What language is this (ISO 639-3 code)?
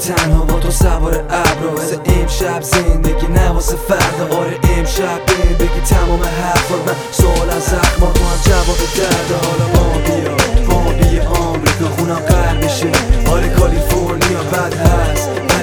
fas